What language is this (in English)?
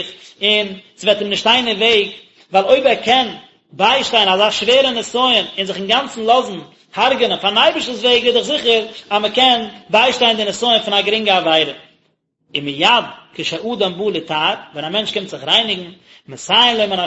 Yiddish